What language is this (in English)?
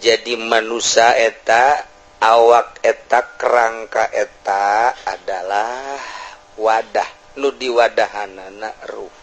Sundanese